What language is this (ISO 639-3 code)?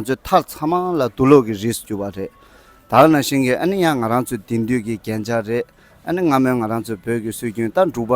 bod